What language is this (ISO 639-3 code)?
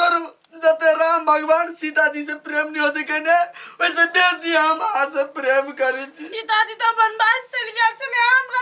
mai